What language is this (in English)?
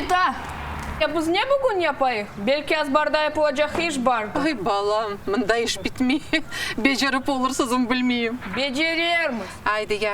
Crimean Tatar